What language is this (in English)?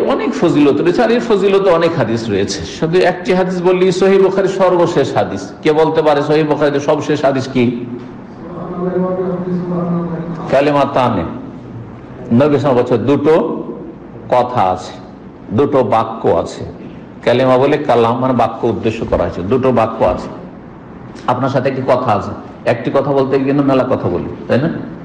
Bangla